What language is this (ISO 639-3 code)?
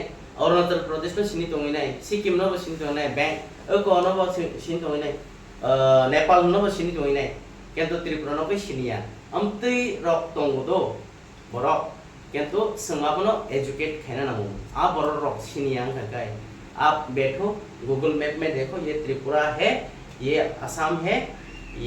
trp